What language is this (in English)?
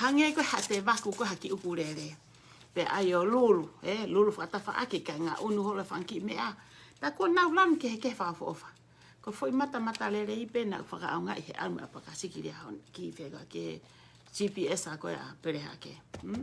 Tongan